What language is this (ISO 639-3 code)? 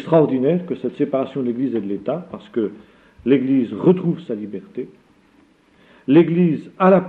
fra